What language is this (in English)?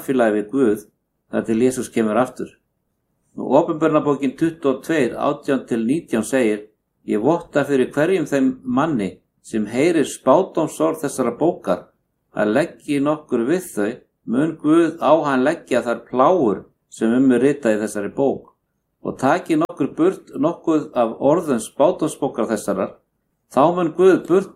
Icelandic